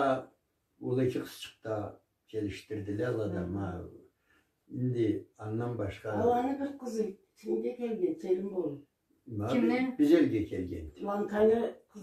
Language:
Karachay-Balkar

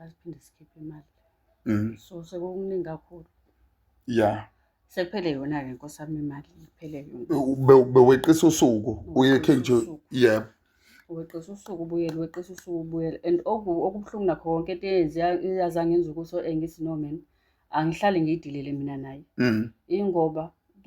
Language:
Zulu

